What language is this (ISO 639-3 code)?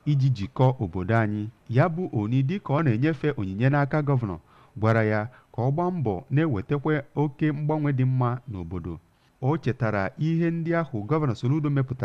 ibo